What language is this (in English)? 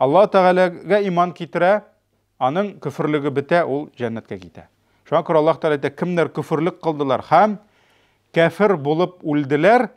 Tatar